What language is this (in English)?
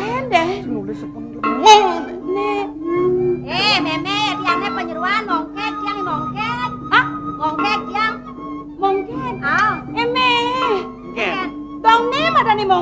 Balinese